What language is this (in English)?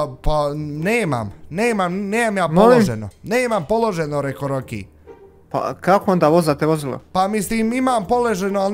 Bosnian